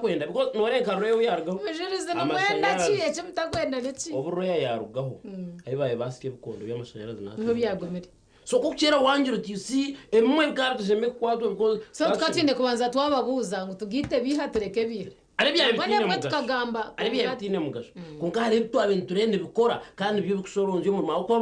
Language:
Nyankole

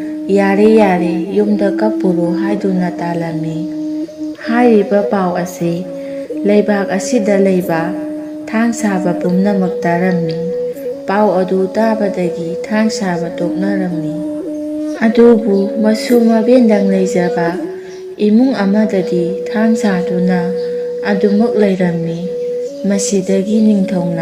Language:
Manipuri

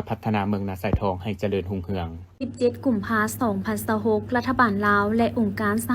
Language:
Lao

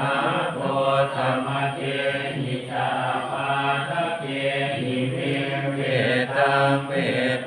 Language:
Pali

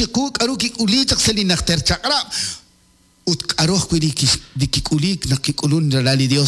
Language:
Kekchí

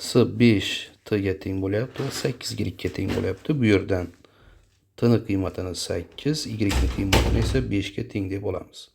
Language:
Uzbek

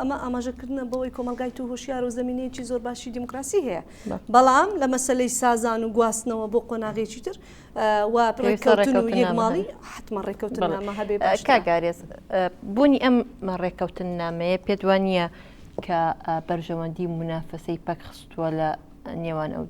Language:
Central Kurdish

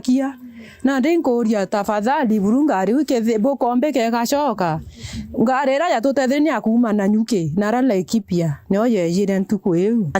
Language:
Meru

